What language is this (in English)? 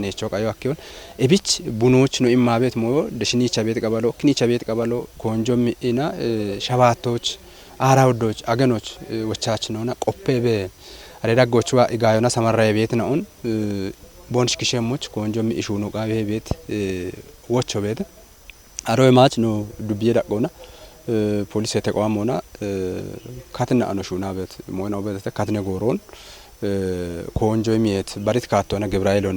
Kafa